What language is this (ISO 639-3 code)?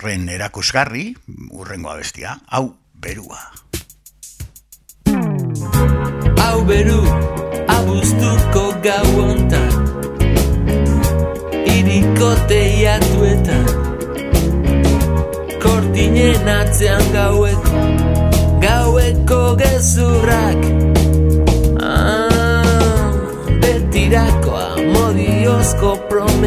eus